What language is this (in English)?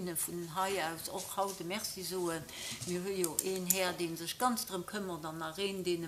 Luxembourgish